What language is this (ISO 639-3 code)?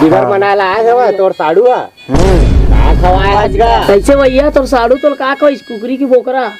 hne